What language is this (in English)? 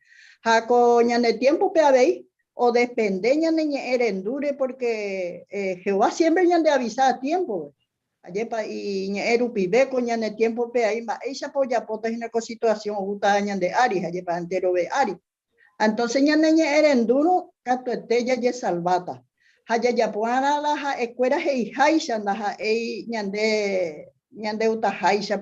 Guarani